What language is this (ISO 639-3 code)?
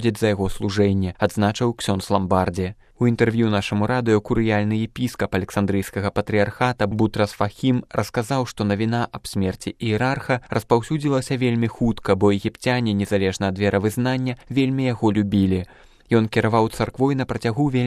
bel